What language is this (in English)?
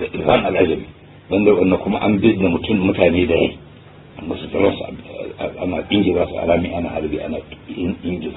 Hausa